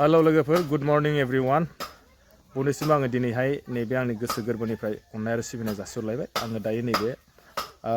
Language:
Bodo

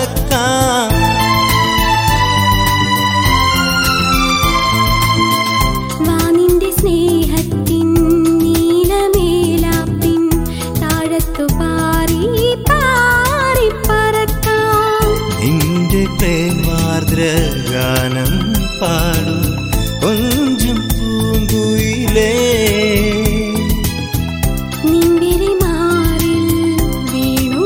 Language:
Malayalam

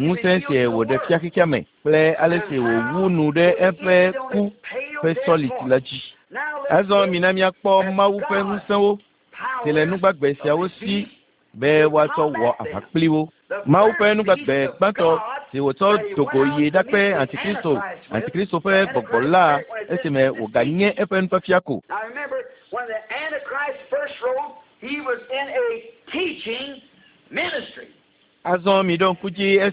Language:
Ewe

